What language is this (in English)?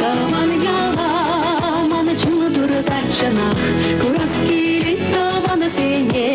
Chuvash